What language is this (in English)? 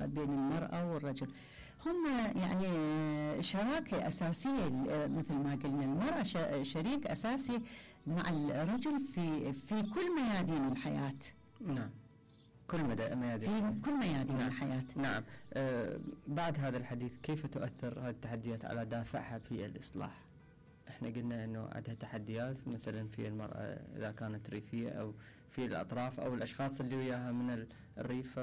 Mesopotamian Arabic